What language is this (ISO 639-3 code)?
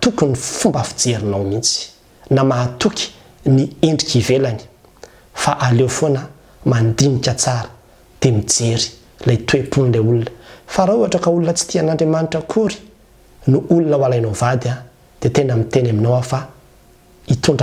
mlg